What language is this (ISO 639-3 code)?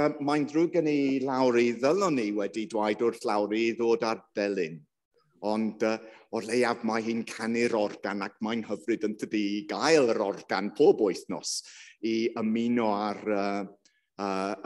cym